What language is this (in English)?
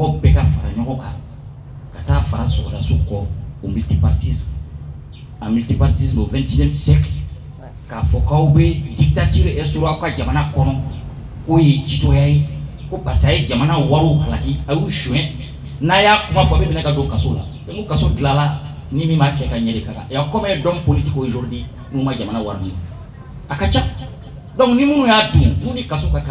Bambara